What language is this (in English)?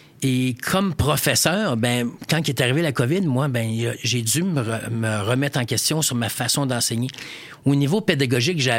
French